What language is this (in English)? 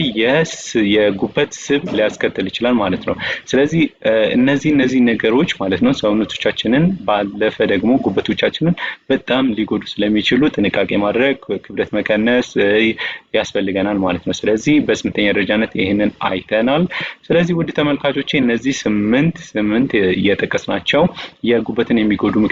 Amharic